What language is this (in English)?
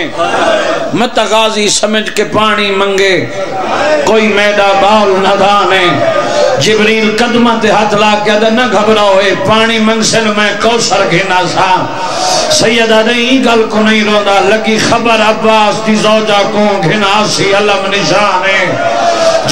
Saraiki